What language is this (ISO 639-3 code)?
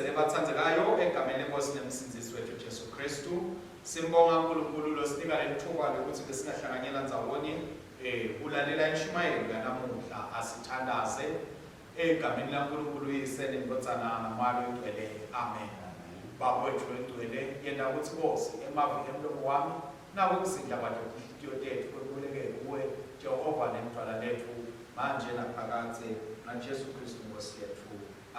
ssw